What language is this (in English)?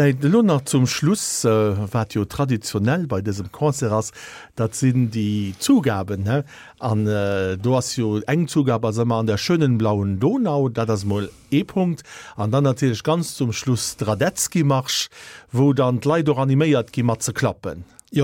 Luxembourgish